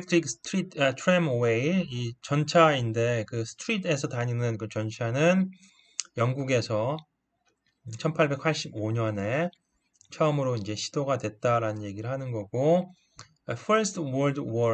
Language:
Korean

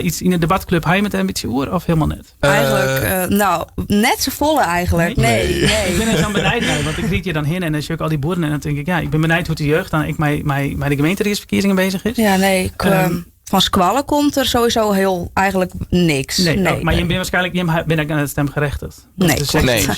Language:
Western Frisian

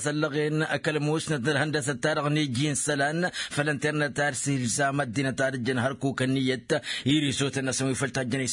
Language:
Tamasheq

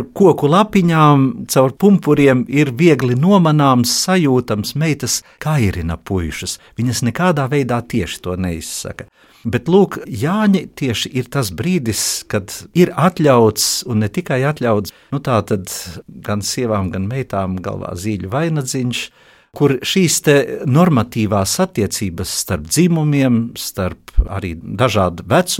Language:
Latvian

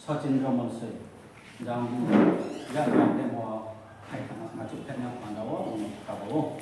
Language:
Riang (India)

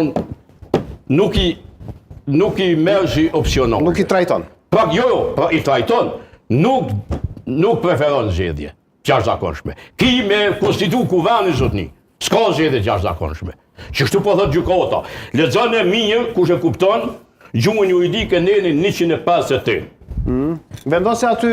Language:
Albanian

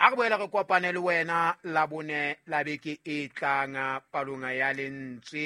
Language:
Southern Sotho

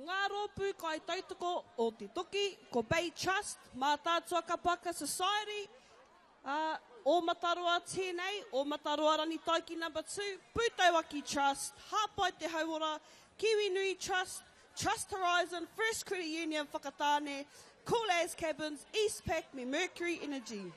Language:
Māori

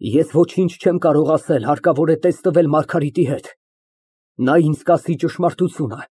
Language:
Armenian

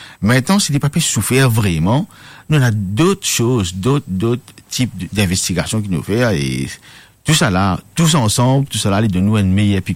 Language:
Morisyen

